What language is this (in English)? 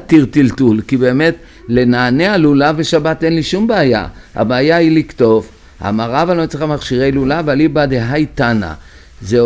Hebrew